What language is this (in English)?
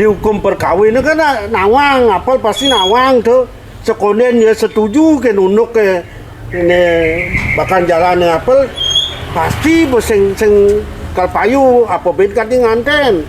Balinese